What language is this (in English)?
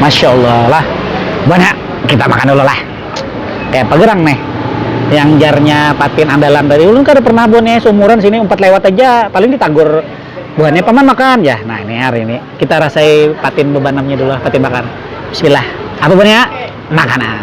Banjar